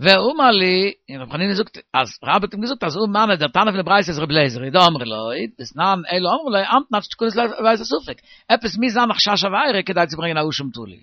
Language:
Yiddish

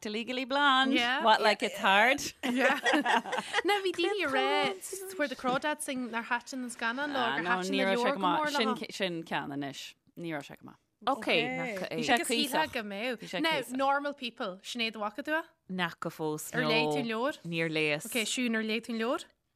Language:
Irish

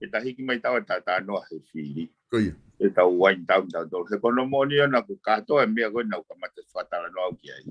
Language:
Tongan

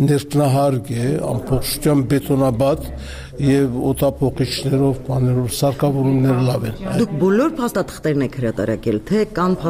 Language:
Armenian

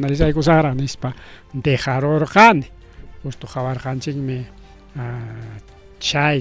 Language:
Ayacucho Quechua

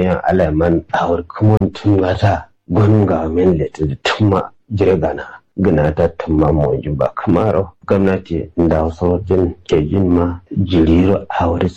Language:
Kanuri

